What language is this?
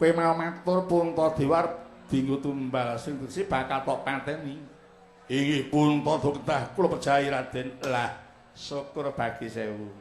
Javanese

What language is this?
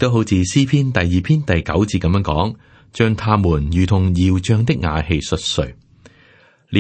Cantonese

